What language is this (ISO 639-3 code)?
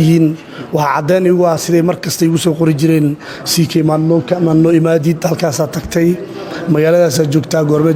som